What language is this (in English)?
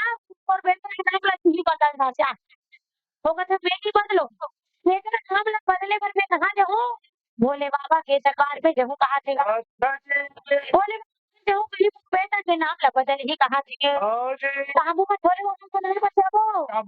Chhattisgarhi